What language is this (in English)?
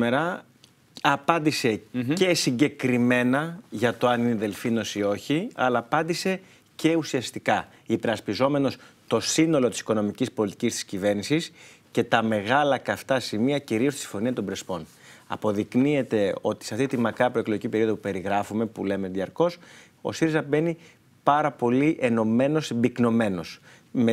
Greek